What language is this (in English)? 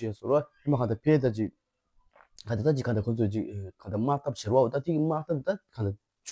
Tibetan